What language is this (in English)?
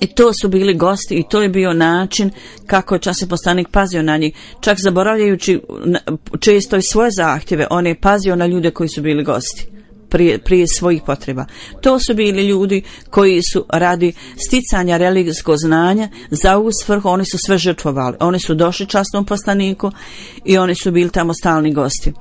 Bosnian